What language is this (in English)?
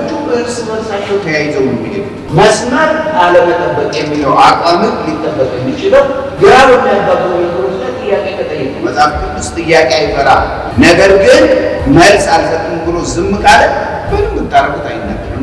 Amharic